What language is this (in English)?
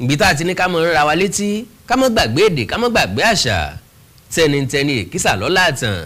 Yoruba